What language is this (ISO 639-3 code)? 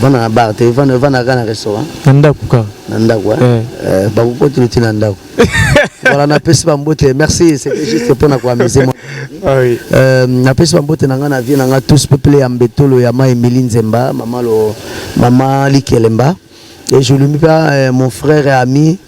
lin